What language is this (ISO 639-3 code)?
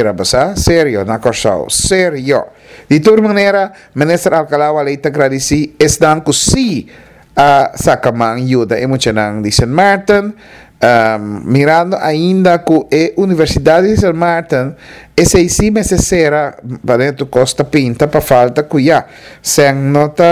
pap